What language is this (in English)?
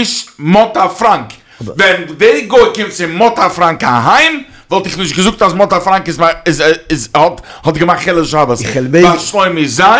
Yiddish